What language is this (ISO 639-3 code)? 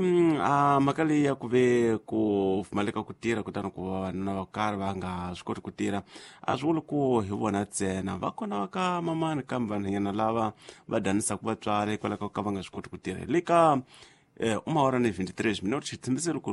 tso